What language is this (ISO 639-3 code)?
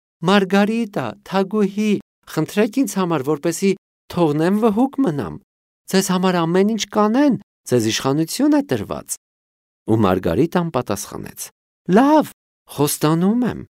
hye